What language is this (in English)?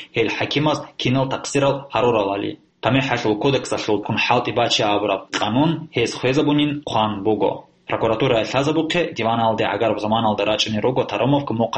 Avaric